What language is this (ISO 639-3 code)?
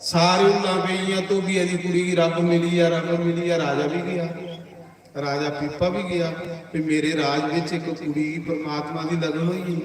doi